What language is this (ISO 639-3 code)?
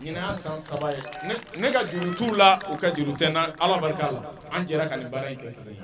bam